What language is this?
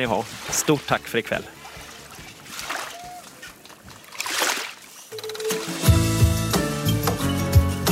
Swedish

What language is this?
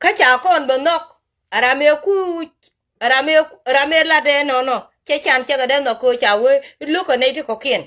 Nuer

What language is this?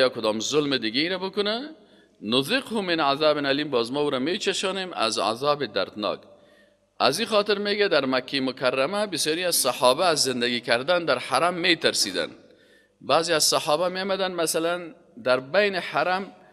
Persian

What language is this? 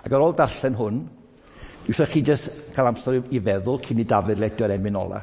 Welsh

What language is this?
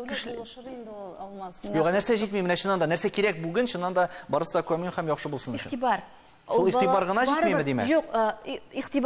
Tatar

